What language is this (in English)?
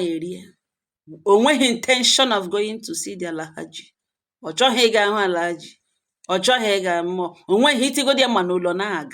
Igbo